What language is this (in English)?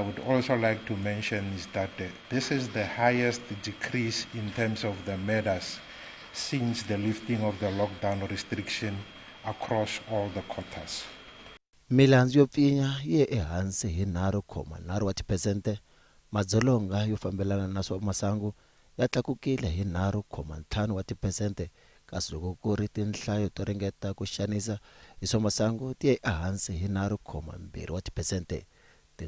Tsonga